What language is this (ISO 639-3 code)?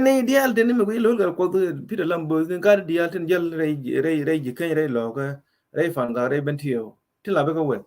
nus